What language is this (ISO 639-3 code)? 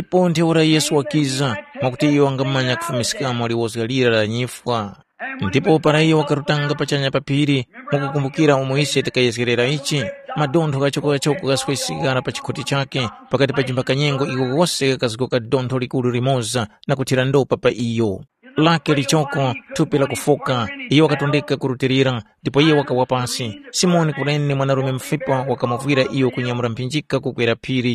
tum